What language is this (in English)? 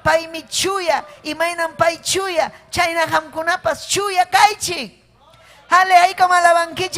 Ayacucho Quechua